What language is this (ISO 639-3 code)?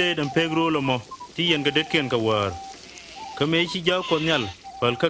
nus